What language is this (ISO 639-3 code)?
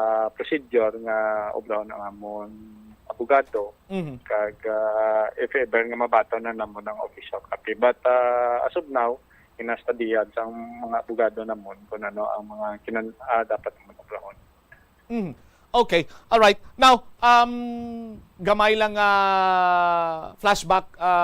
hil